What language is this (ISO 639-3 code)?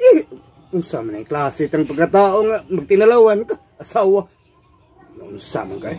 ceb